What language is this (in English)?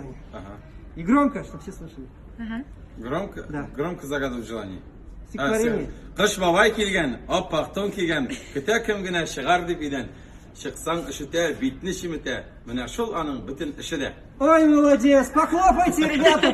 Tatar